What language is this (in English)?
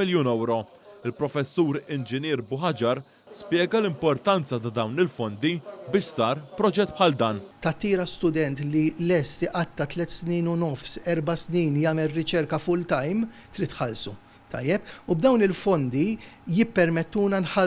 Maltese